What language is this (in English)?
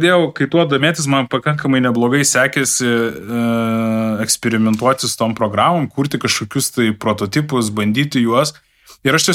Lithuanian